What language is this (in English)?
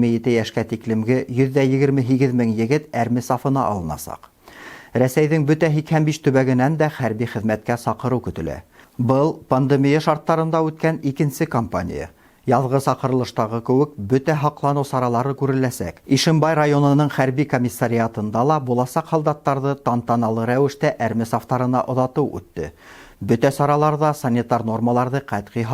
Bashkir